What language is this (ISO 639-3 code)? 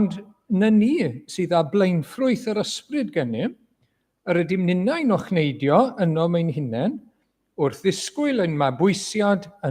cym